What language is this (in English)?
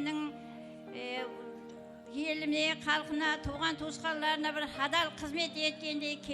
Kara-Kalpak